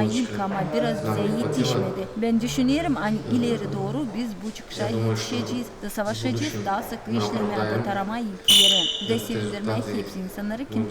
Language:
Gagauz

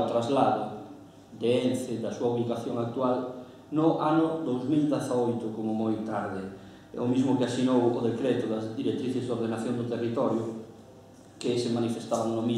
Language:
Galician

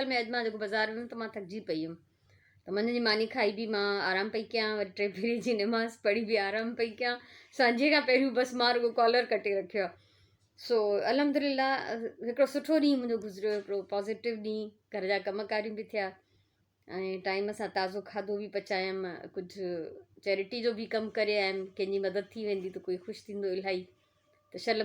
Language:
Sindhi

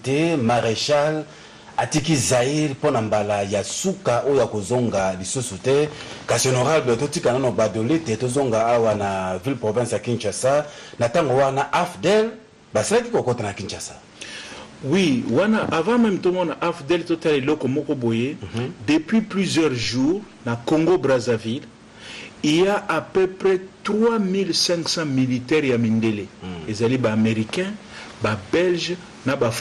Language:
Lingala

